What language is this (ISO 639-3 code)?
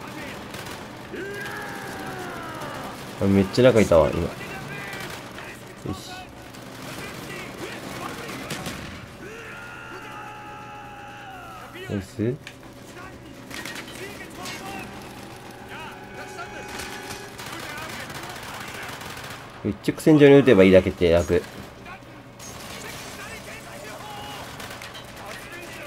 jpn